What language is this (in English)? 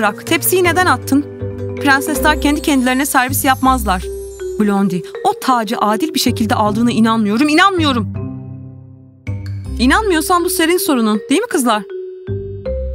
Turkish